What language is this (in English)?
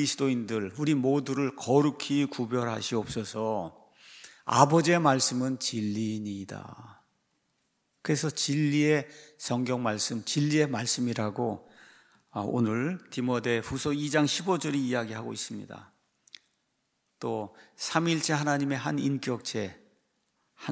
Korean